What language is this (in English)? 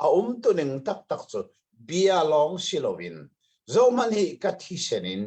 Hakha Chin